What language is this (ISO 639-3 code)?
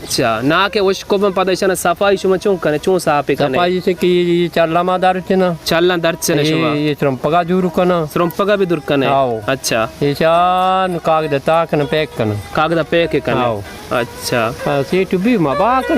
bal